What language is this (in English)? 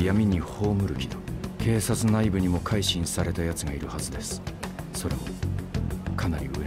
Japanese